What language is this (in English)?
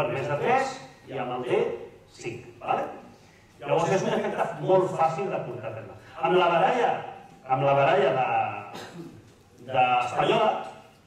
Catalan